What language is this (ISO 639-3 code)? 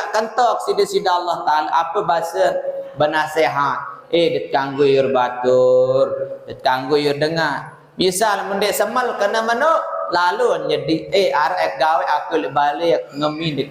sas